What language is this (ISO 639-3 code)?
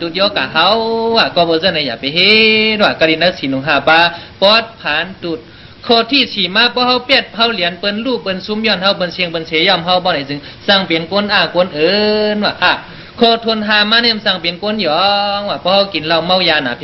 shn